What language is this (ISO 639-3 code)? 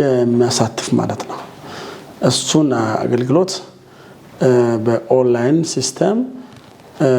amh